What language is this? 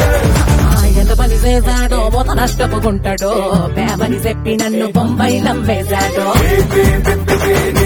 Telugu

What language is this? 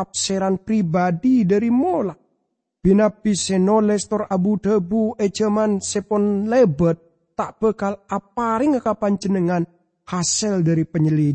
Madurese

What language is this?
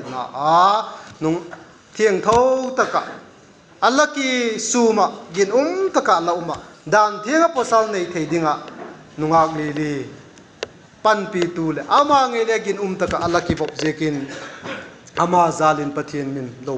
Vaiphei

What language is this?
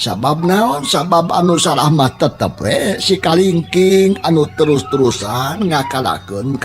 Sundanese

